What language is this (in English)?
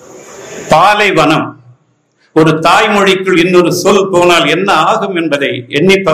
Tamil